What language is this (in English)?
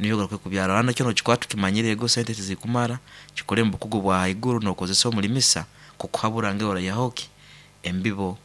Nyoro